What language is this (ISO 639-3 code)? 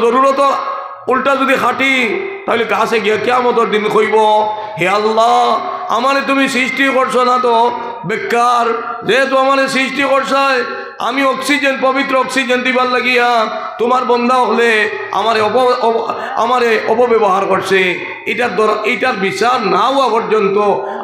syl